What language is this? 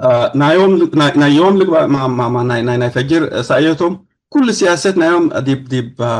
Tigre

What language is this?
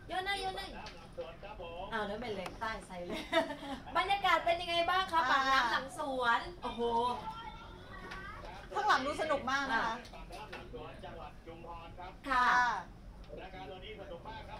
Thai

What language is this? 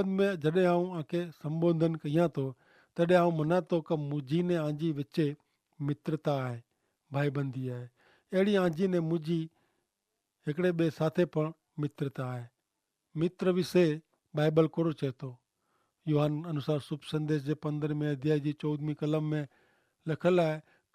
Kachhi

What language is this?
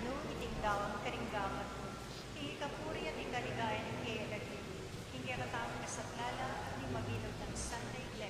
Pampanga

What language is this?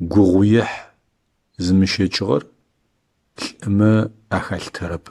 Adyghe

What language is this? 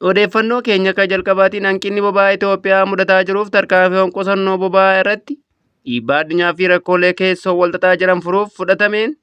Oromo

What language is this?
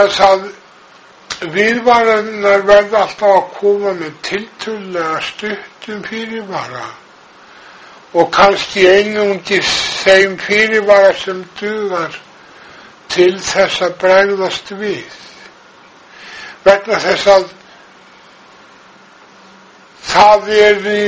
Icelandic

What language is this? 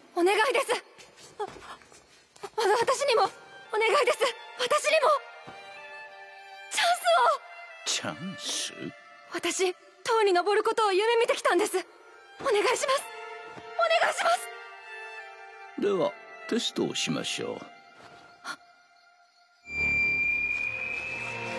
Japanese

